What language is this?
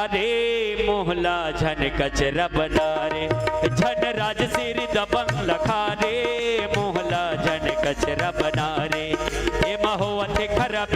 Chhattisgarhi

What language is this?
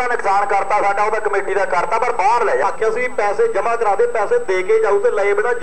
Punjabi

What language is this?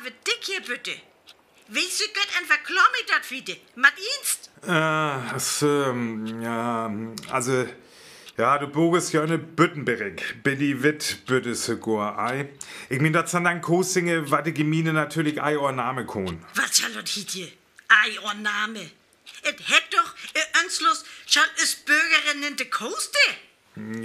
Northern Frisian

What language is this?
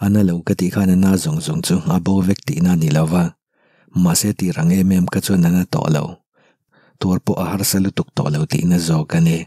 Mizo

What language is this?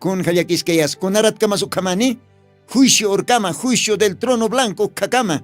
Aymara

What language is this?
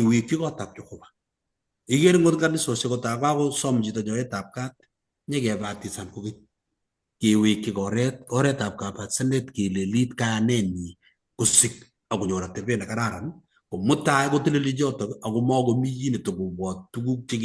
Kalenjin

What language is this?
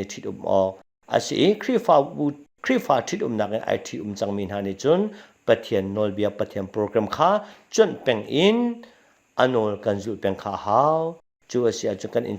Hakha Chin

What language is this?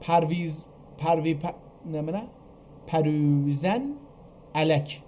South Azerbaijani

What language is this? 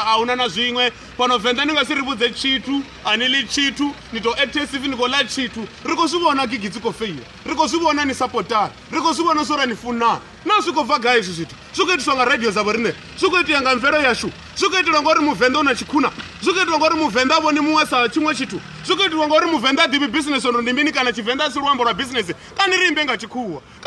Venda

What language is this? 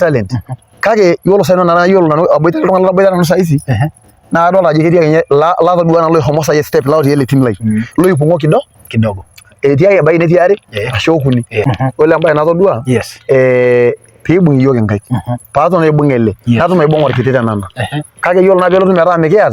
Masai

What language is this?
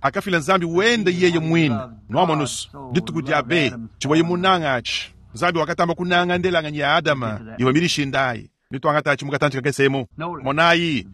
Luba-Lulua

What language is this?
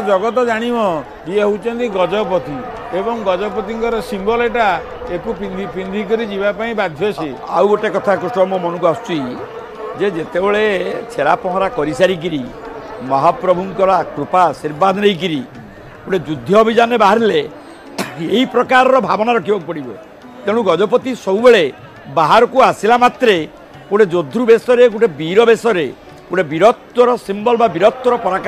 Odia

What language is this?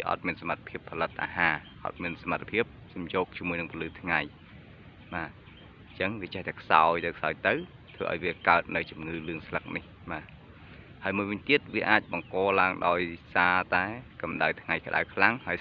Khmer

